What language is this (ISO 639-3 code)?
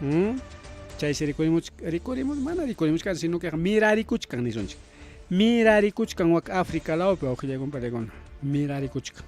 quy